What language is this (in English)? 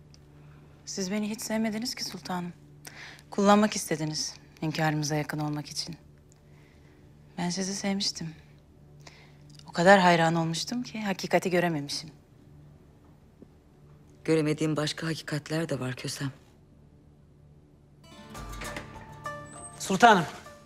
Turkish